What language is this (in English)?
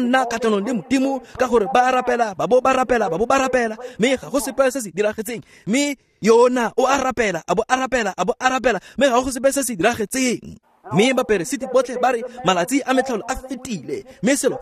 Tswana